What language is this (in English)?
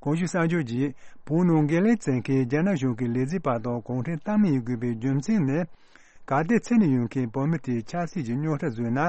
Tibetan